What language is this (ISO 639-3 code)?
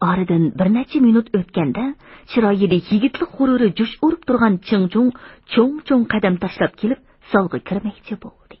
uig